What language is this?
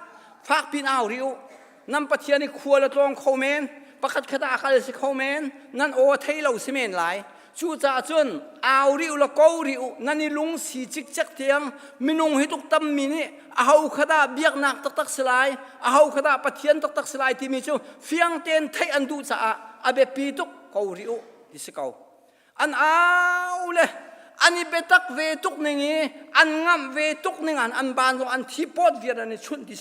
Hakha Chin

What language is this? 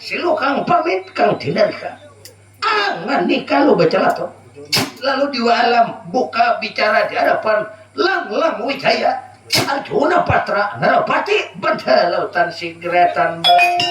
Banjar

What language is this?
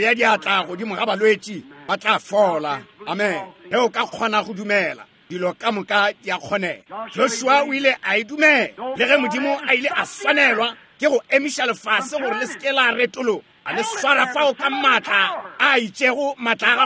Northern Sotho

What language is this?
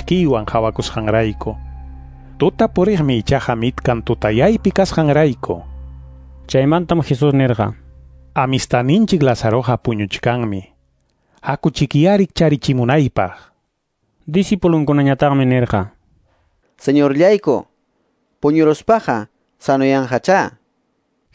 Quechua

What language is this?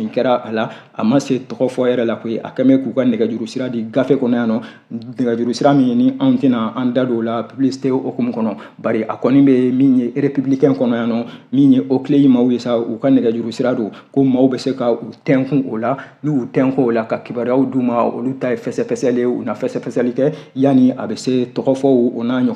Bambara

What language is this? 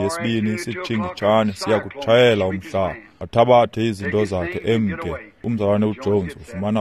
Xhosa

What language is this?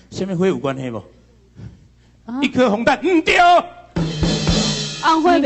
Min Nan Chinese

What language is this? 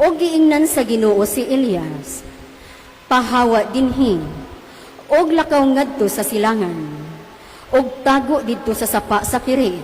Cebuano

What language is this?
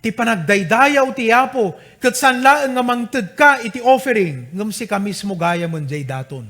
Iloko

